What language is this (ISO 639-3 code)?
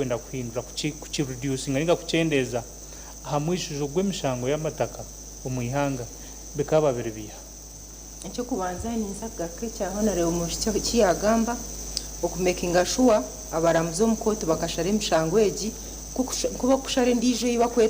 nyn